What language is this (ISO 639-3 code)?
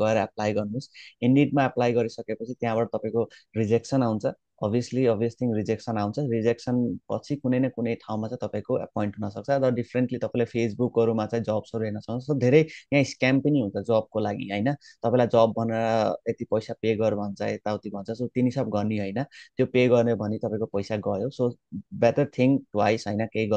nep